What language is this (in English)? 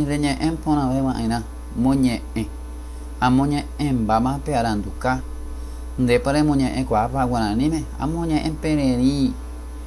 Guarani